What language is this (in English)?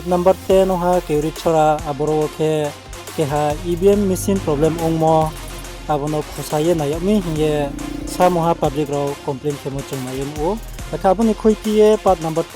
Riang (India)